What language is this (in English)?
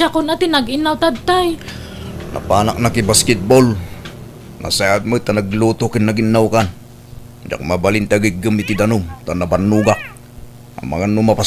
Iloko